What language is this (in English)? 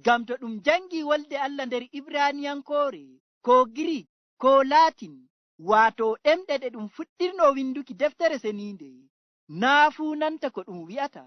Fula